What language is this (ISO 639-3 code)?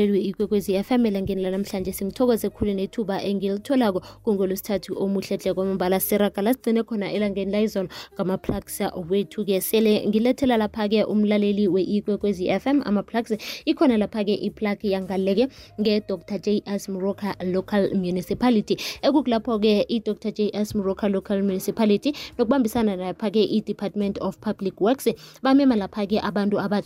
nbl